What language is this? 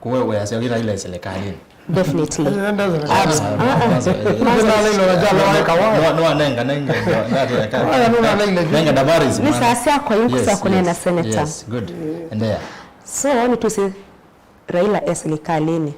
Kamba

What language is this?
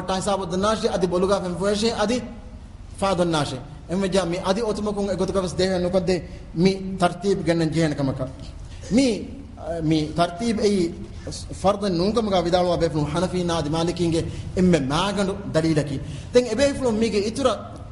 Divehi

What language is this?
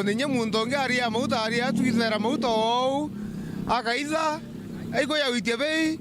Meru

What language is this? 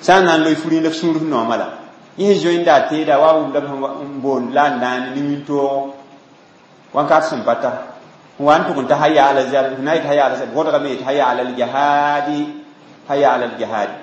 Mossi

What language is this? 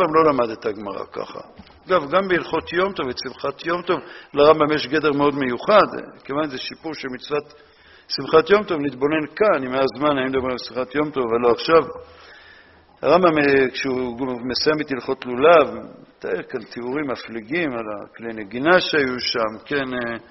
Hebrew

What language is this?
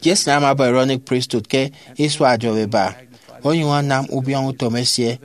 Efik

